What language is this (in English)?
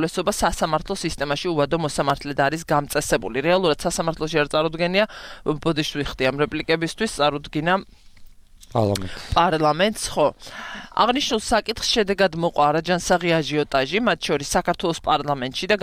Georgian